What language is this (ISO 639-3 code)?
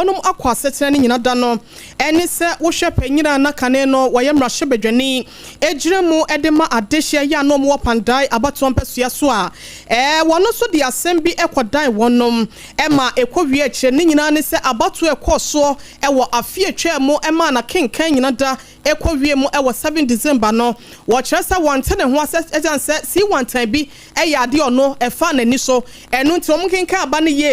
aka